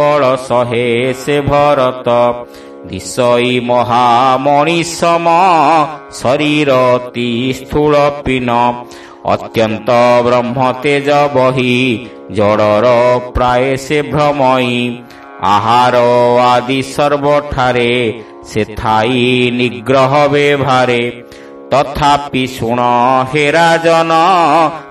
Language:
Odia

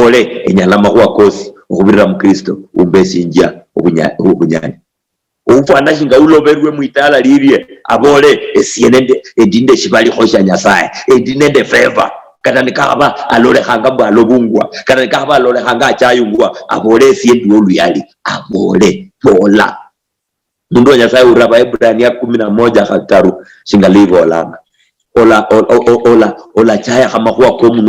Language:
Luyia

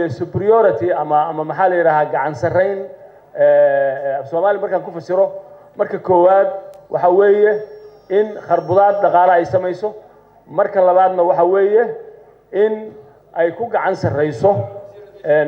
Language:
Somali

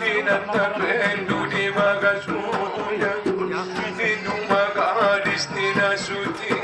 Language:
Batak Angkola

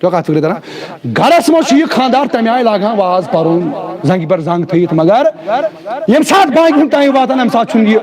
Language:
Kashmiri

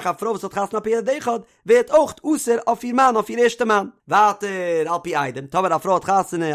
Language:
Yiddish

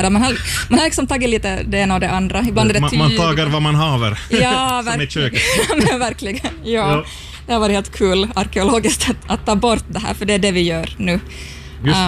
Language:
Swedish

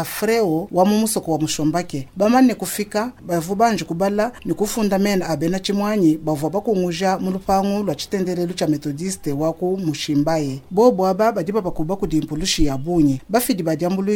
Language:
Luba-Lulua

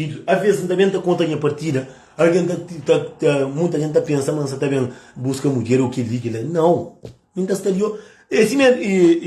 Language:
Kabuverdianu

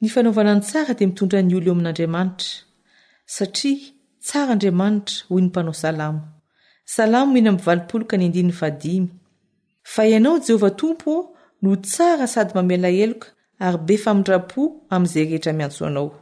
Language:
Malagasy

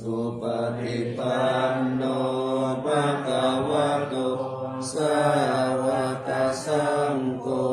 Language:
Pali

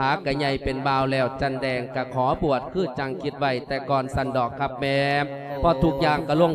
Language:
Lao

